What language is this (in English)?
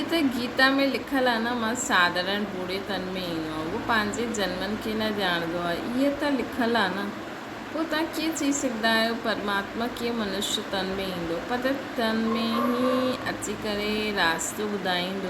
Sindhi